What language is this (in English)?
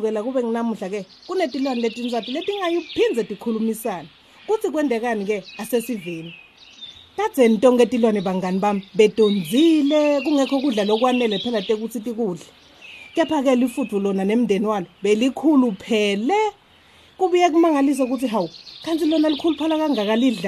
Swati